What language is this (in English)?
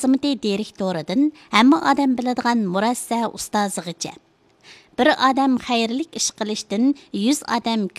Uyghur